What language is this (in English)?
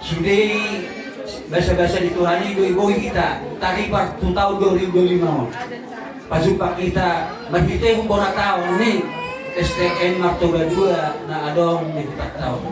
Batak Toba